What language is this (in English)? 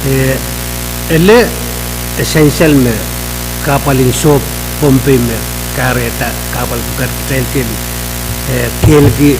Pohnpeian